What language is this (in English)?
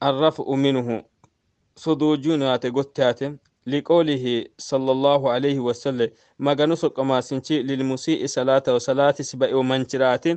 Sidamo